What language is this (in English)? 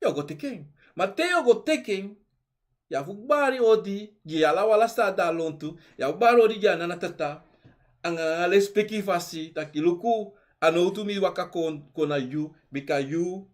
Sranan Tongo